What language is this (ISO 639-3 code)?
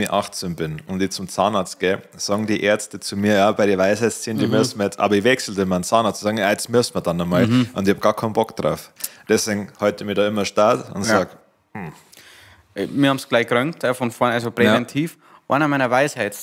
bar